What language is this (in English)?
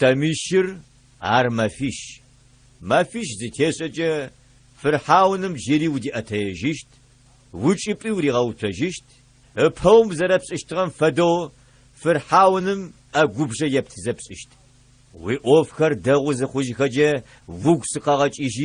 Adyghe